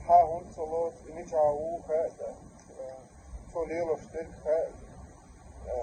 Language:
Chechen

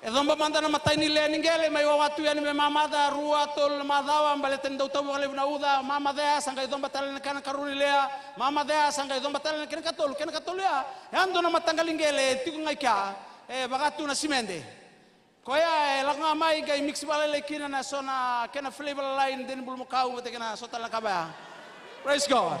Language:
Fijian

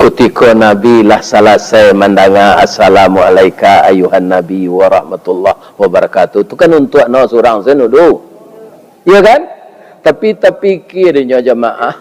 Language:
Minangkabau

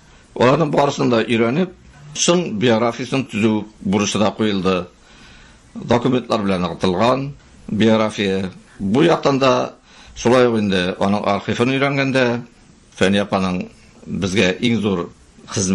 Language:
Tatar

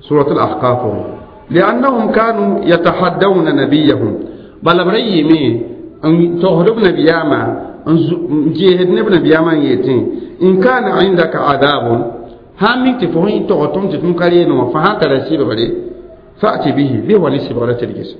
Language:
Mossi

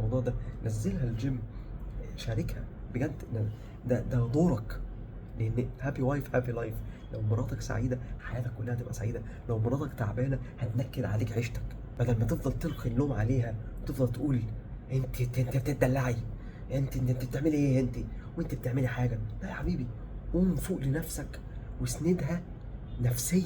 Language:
Egyptian Arabic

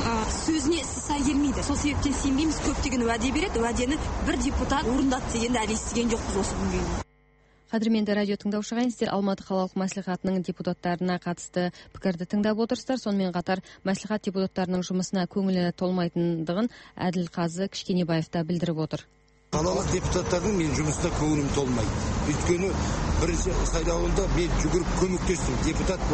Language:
Kazakh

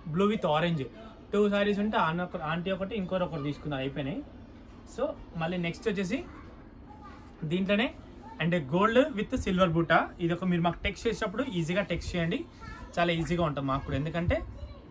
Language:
Telugu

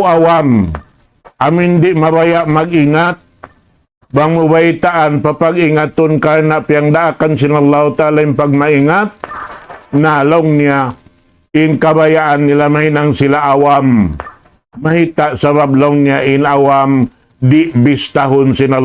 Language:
Tausug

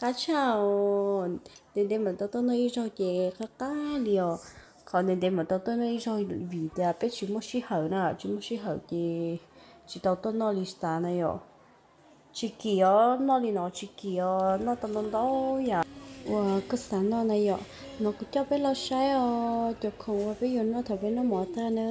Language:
Hmong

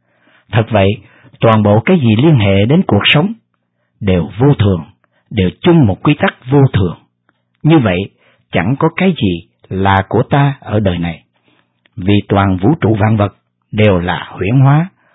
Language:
Vietnamese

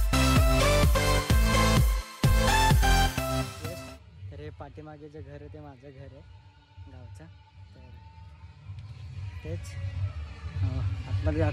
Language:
Marathi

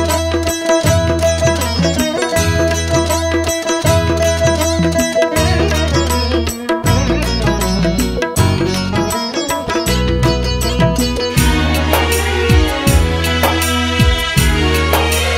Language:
Malayalam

